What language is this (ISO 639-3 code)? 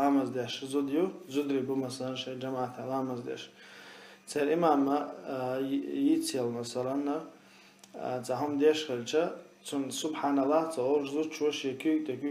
che